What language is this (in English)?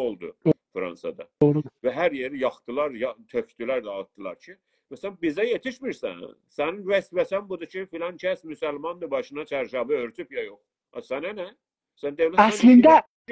South Azerbaijani